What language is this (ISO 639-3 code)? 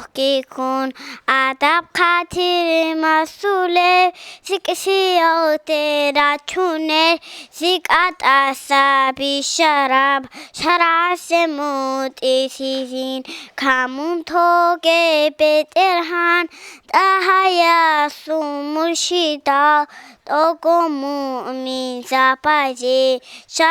ava